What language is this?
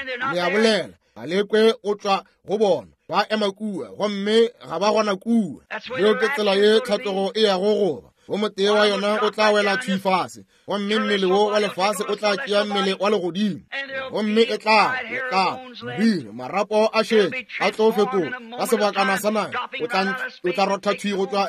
Northern Sotho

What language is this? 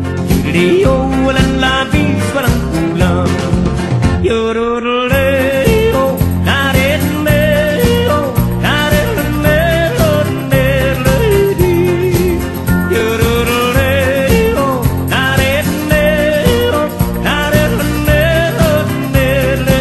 Filipino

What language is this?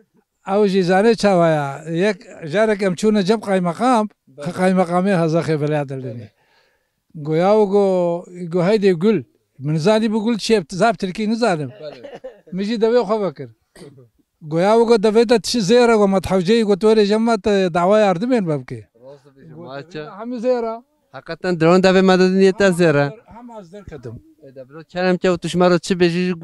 Kurdish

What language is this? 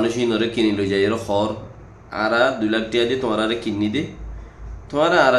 Rohingya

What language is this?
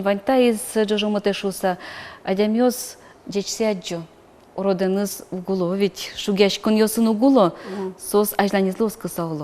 Udmurt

